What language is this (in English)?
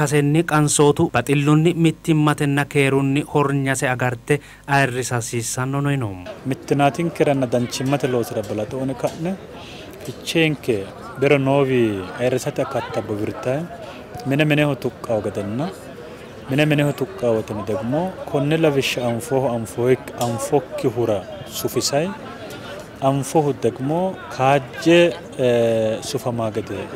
Sidamo